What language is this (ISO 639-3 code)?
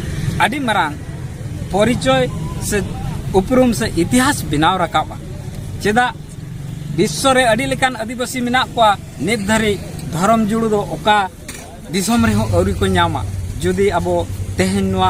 sat